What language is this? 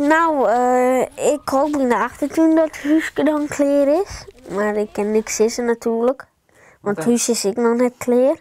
Western Frisian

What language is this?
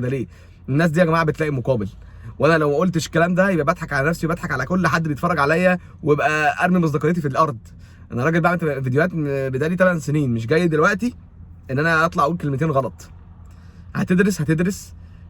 Egyptian Arabic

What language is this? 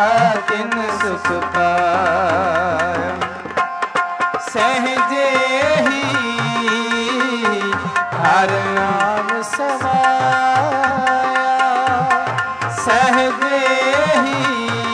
Punjabi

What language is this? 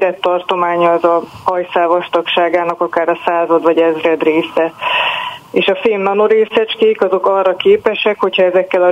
Hungarian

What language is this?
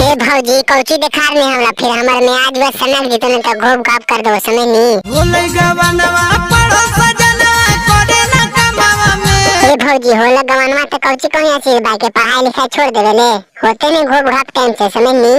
Magahi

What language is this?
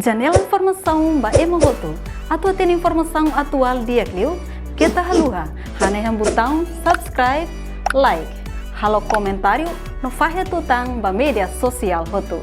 Tetum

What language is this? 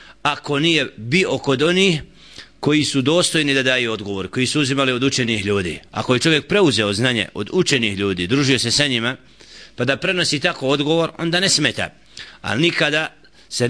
Bosnian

